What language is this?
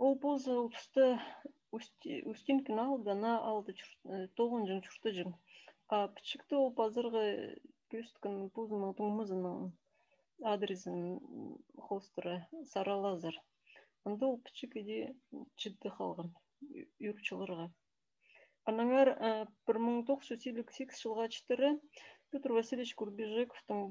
Khakas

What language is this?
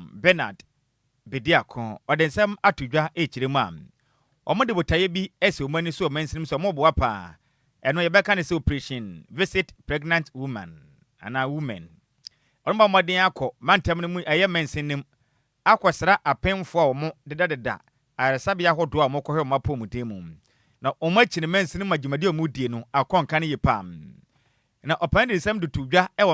Akan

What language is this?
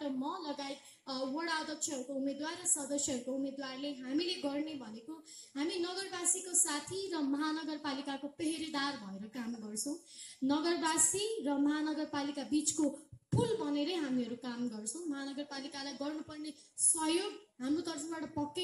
Nepali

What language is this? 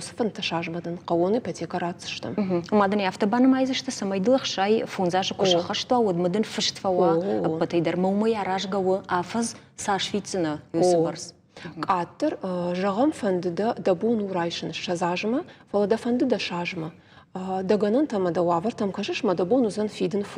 Ossetic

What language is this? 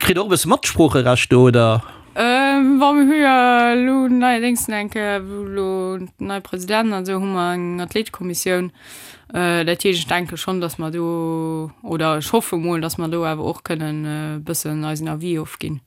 Luxembourgish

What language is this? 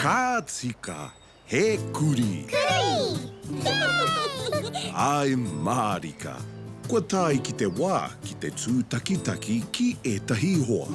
Māori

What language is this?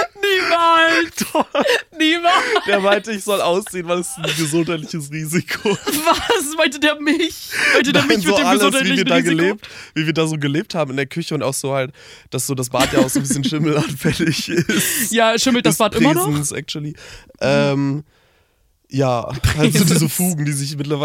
German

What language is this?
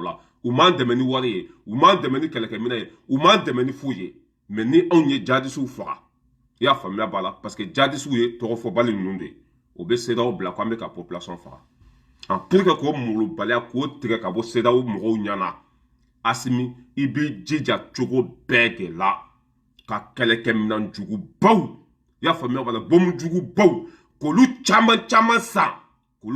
Bambara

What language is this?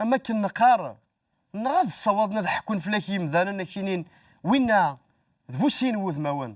Kabyle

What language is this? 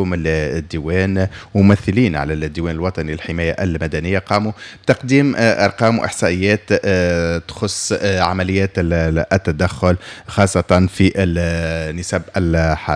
Tunisian Arabic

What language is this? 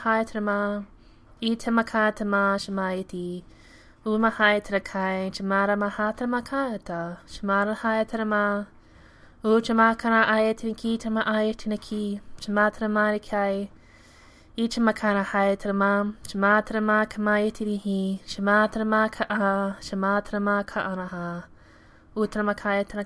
Latvian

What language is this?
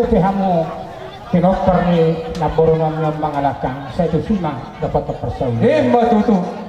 Batak Toba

